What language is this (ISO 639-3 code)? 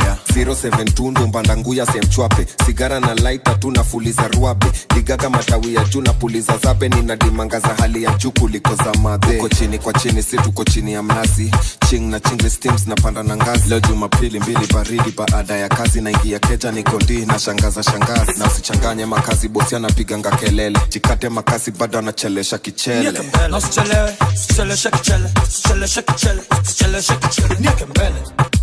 swa